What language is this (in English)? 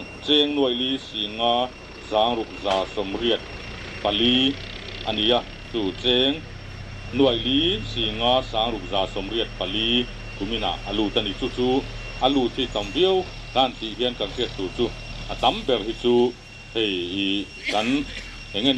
Mizo